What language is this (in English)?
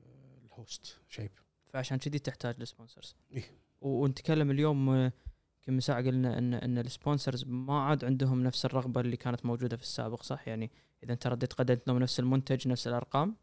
Gulf Arabic